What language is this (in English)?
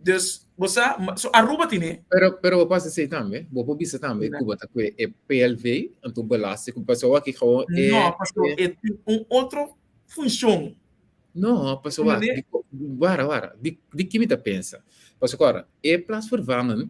Papiamento